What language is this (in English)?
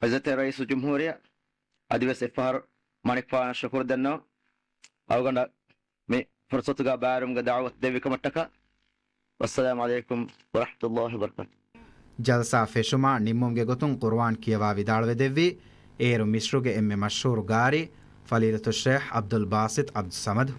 Divehi